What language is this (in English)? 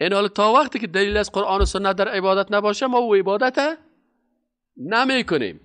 Persian